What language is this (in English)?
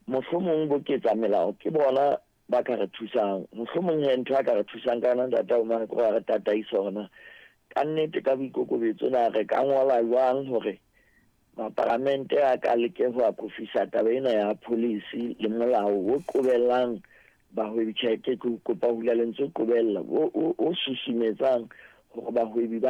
Southern Sotho